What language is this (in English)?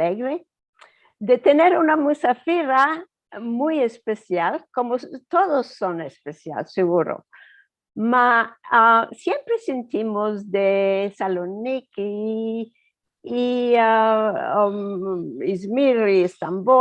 Ladino